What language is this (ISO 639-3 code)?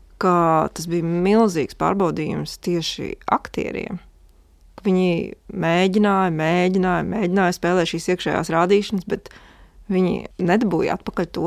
lav